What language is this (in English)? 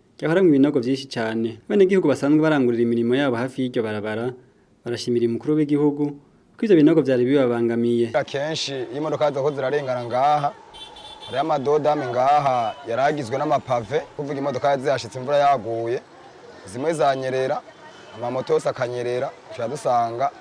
Rundi